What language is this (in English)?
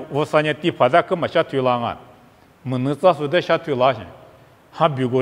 Lisu